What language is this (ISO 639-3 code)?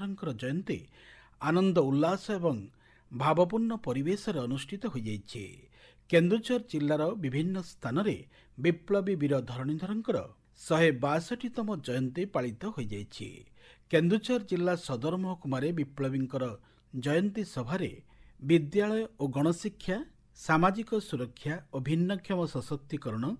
ori